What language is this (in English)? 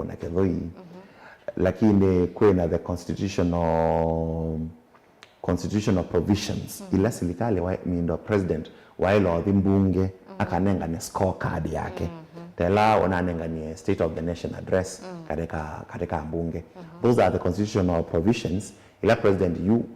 Kamba